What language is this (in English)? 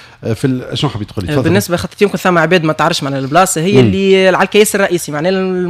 Tunisian Arabic